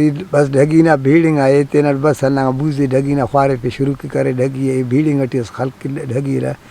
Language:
Brahui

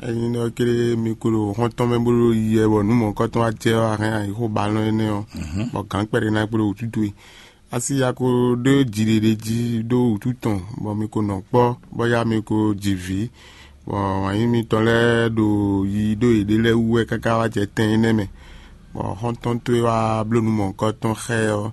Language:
Fon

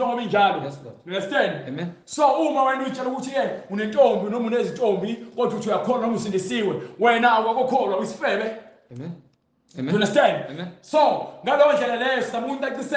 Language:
Zulu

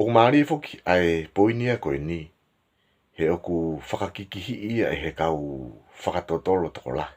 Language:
Tongan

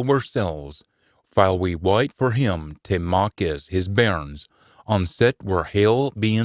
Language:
Scots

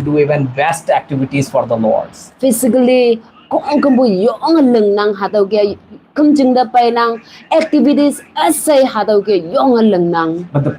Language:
Konyak Naga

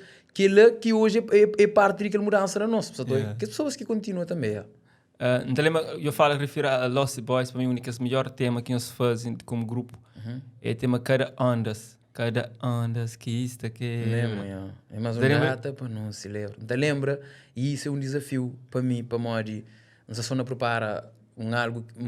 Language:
Kabuverdianu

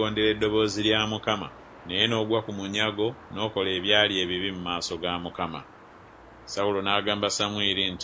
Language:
Ganda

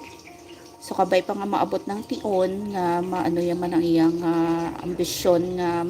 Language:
Hiligaynon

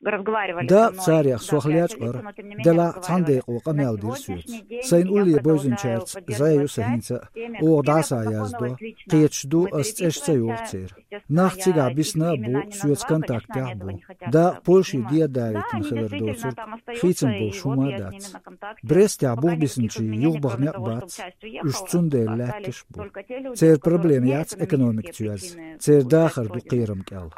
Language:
Chechen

